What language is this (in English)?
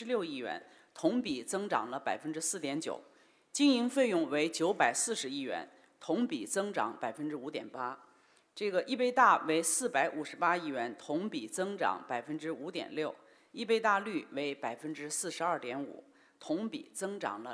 Chinese